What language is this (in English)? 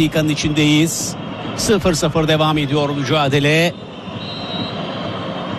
Turkish